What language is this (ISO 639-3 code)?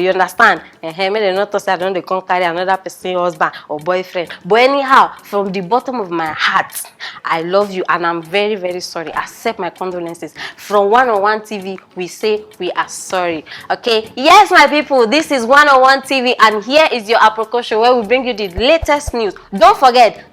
pcm